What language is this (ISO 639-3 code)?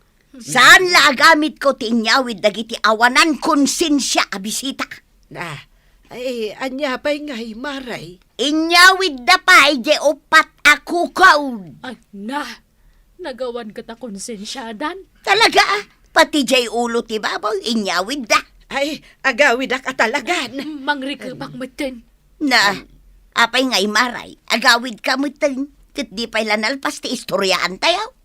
ilo